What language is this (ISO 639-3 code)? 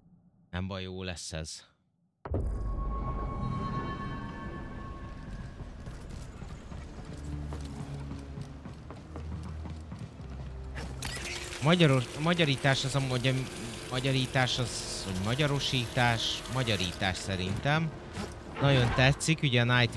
hun